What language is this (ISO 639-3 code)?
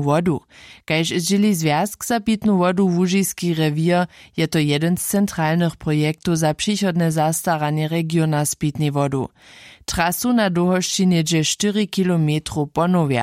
hsb